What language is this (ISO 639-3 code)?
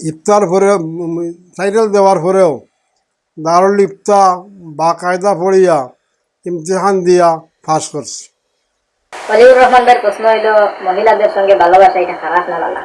syl